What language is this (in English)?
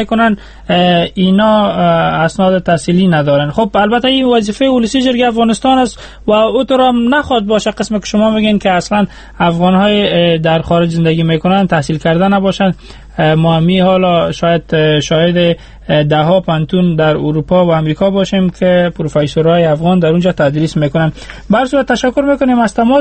Persian